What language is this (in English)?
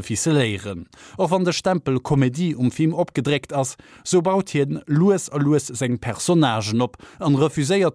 Luxembourgish